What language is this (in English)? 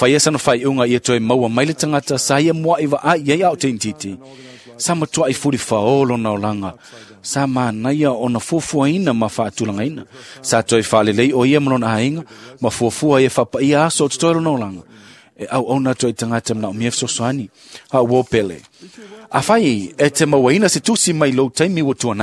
Samoan